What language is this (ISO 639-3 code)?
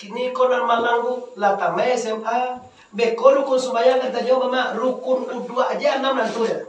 min